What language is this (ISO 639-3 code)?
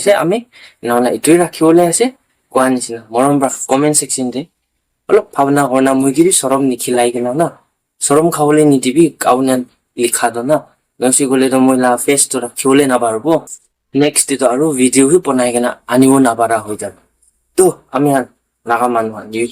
nag